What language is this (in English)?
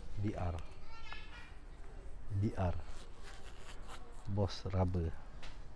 Malay